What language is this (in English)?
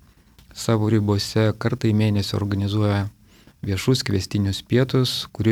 Lithuanian